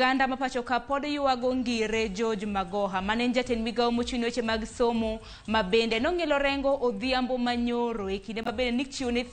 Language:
Luo (Kenya and Tanzania)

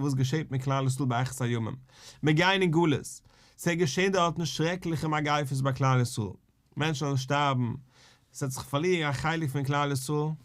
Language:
Yiddish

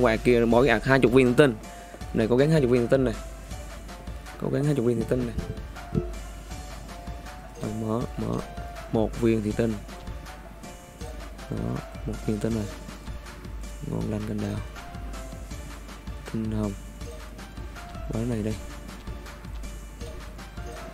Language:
Vietnamese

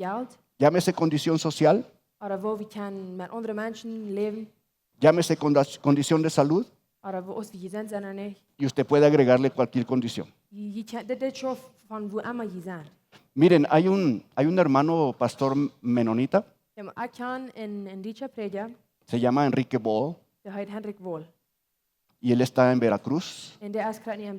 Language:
Plautdietsch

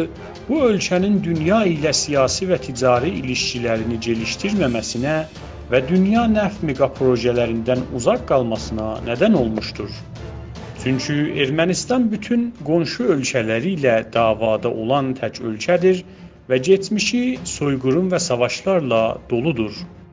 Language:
South Azerbaijani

